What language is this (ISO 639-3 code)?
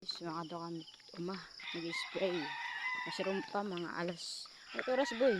war